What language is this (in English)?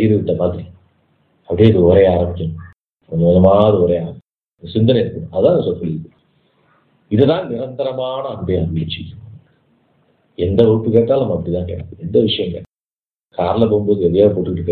Tamil